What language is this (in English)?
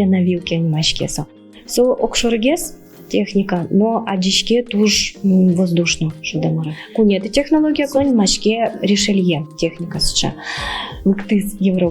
Udmurt